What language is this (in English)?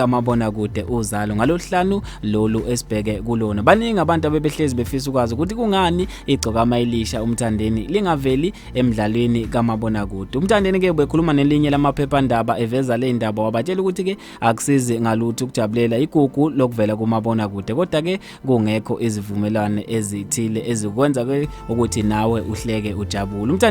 Zulu